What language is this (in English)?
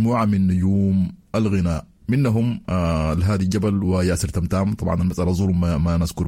Sudanese Arabic